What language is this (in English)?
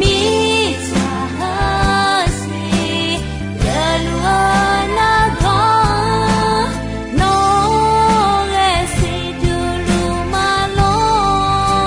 Akha